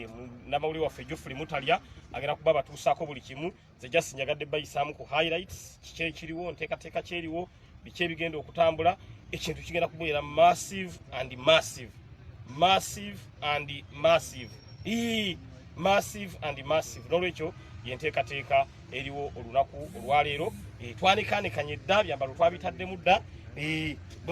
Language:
Ganda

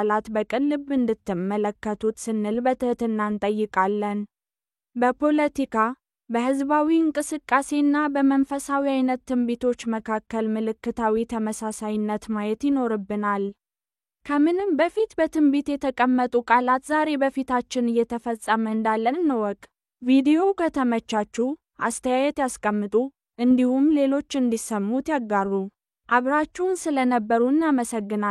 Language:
Amharic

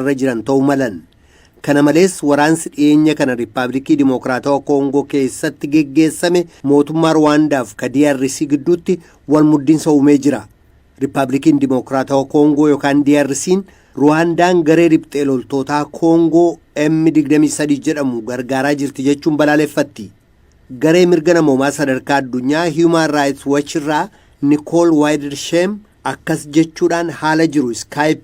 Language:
Oromo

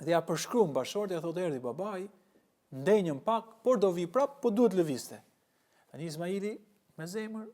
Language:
Albanian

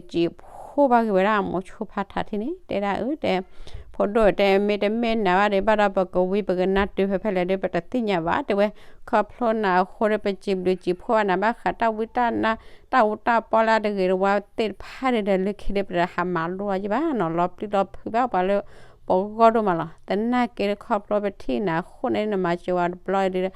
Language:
S'gaw Karen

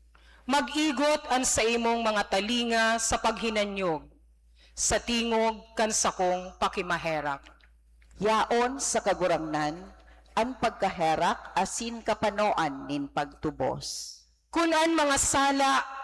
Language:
Bikol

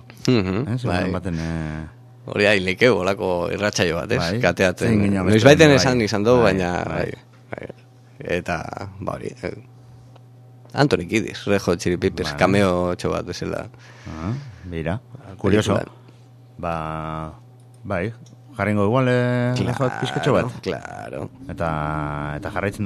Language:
Basque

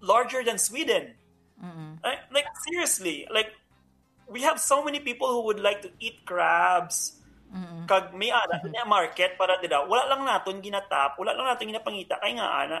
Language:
Hiligaynon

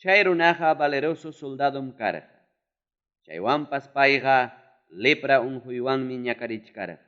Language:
Ayacucho Quechua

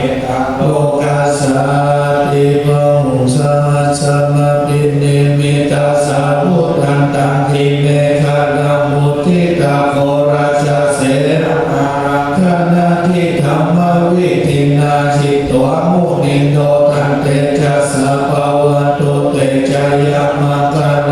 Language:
Pali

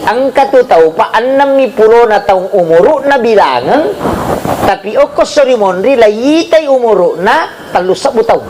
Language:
Buginese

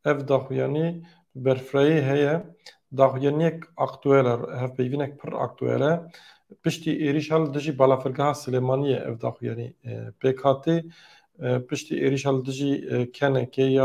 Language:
Kurdish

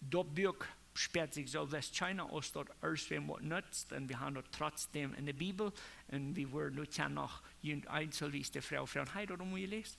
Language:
Plautdietsch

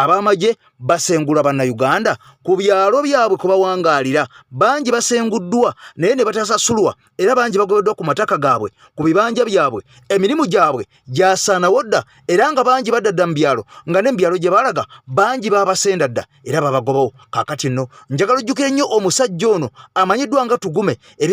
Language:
Ganda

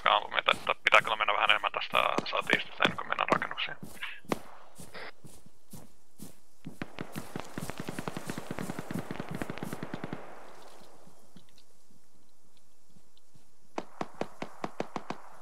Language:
Finnish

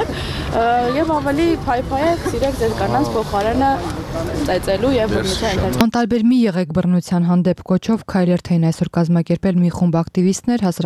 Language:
Armenian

